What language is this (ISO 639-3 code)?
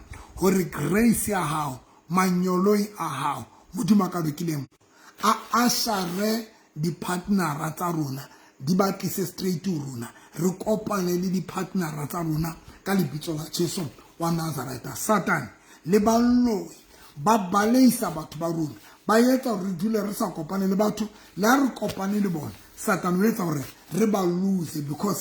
sot